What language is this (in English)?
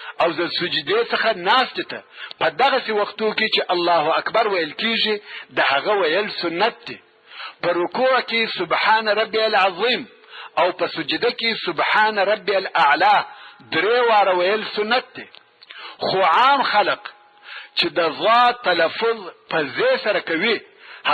Pashto